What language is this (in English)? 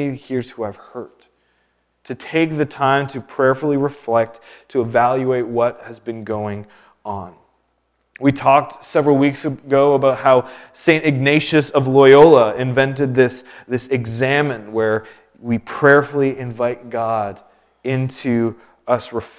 English